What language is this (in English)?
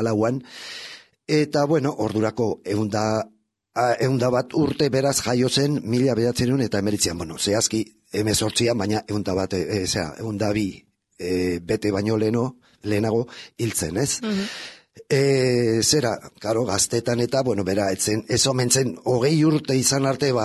Basque